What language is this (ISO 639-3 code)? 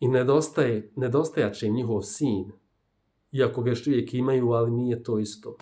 bos